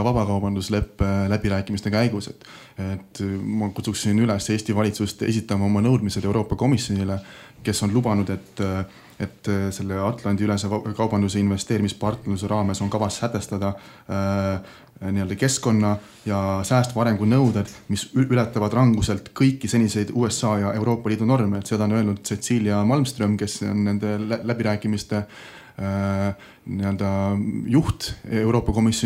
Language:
Estonian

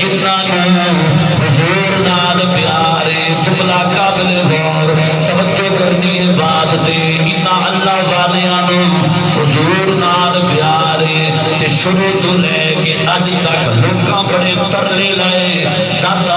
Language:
Saraiki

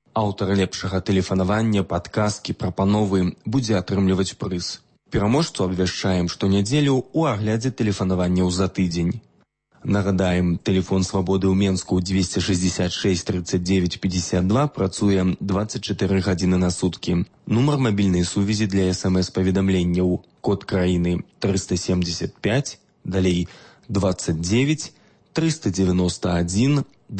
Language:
Belarusian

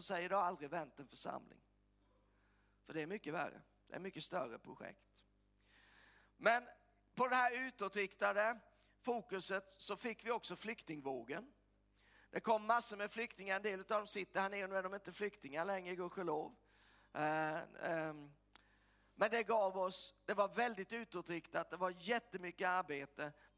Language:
Swedish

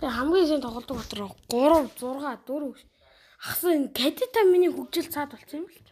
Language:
Mongolian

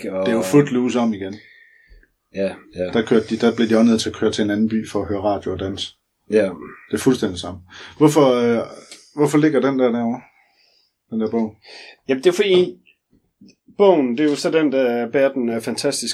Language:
Danish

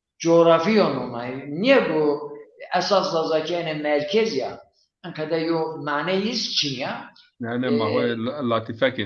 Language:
Zaza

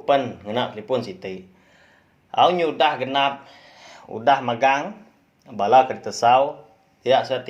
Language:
Iban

